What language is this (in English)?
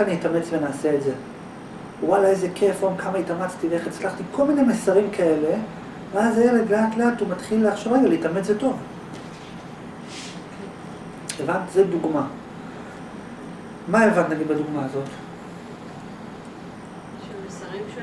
Hebrew